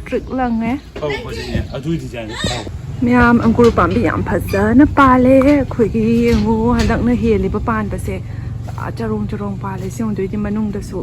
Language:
Manipuri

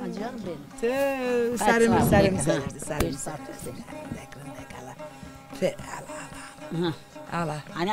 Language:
Zaza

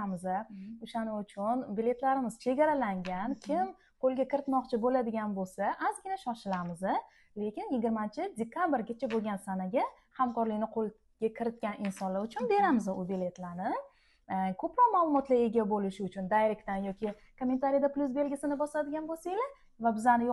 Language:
Uzbek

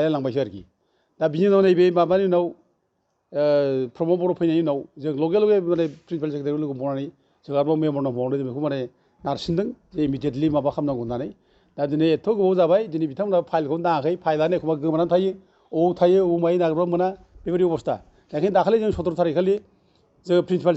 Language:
Bodo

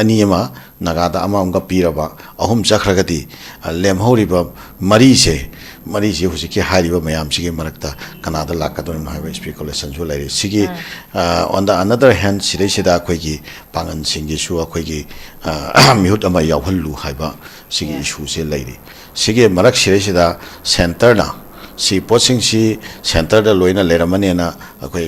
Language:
Manipuri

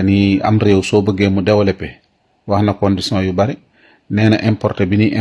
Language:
Wolof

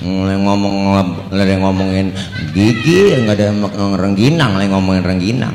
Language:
Betawi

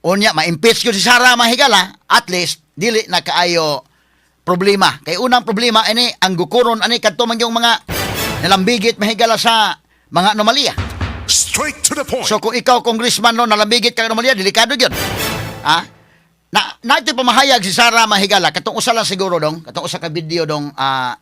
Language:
Cebuano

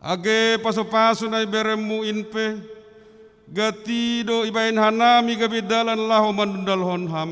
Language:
Batak Simalungun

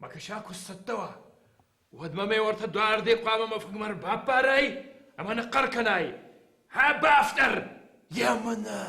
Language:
Ossetic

